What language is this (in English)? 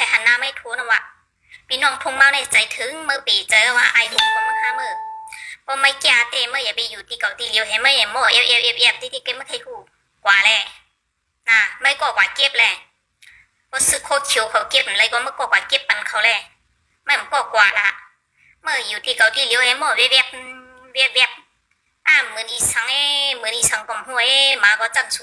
Shan